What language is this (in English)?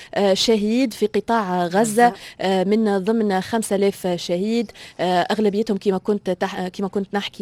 Tunisian Arabic